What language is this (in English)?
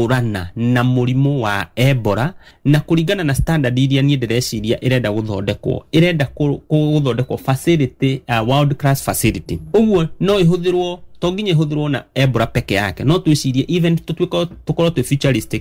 Kikuyu